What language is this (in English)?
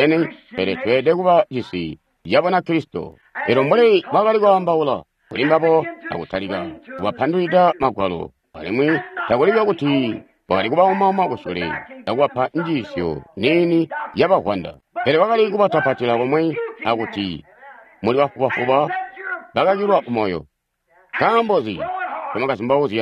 Tonga (Zambia)